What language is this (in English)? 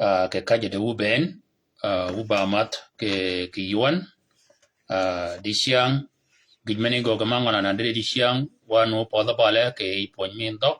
Shilluk